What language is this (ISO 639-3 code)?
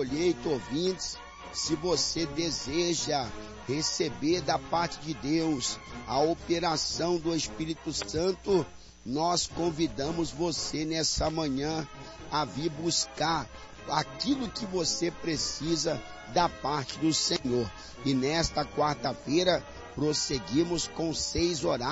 por